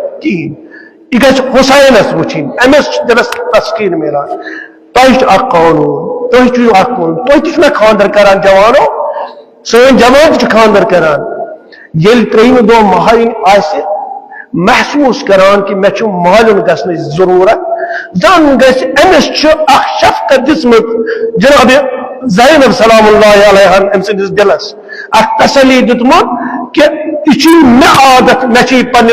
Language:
Kashmiri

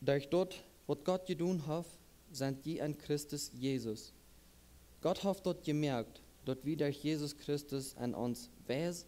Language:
Plautdietsch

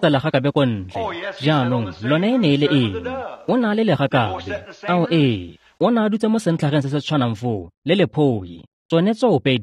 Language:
Tswana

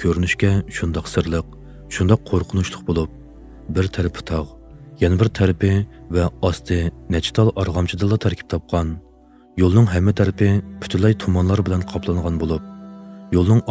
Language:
Uyghur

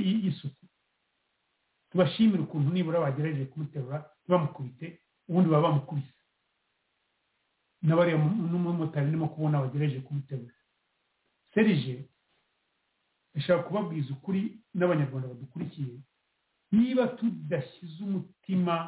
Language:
Kinyarwanda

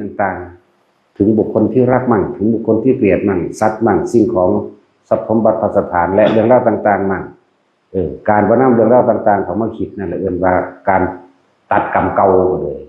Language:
Northeastern Thai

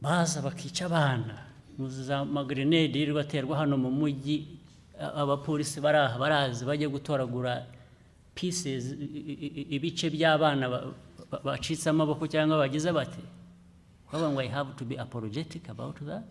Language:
Kinyarwanda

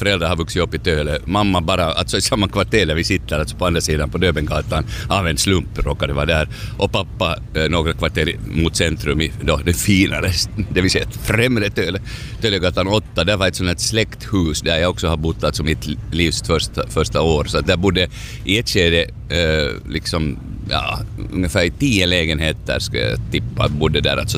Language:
Swedish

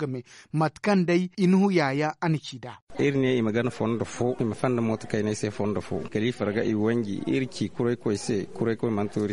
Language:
Zarma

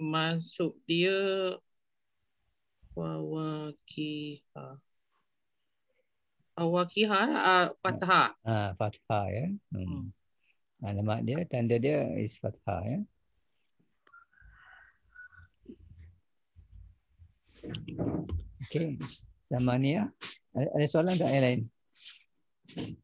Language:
Malay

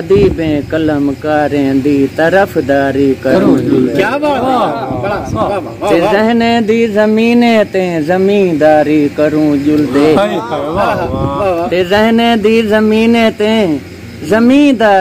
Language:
Saraiki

